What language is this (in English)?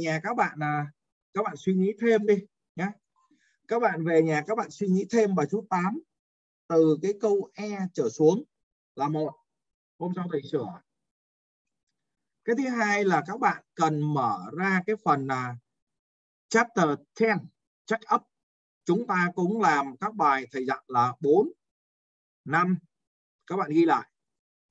Vietnamese